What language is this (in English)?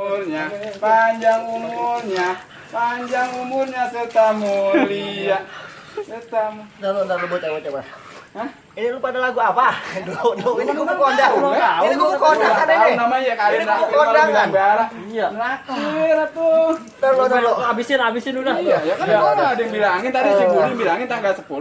Betawi